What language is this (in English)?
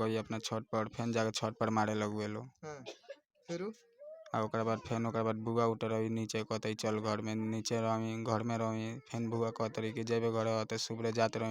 Bhojpuri